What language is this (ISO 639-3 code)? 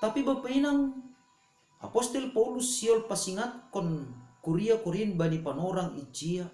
bts